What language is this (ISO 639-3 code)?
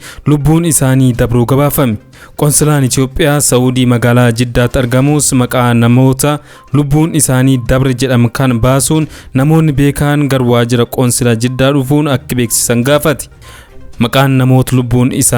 orm